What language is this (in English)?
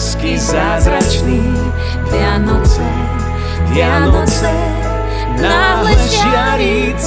Slovak